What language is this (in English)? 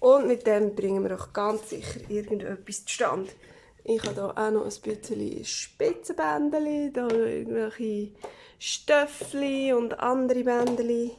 Swiss German